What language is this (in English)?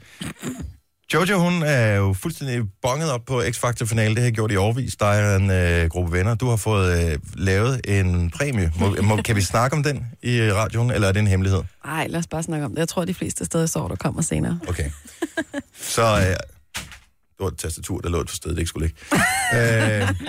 Danish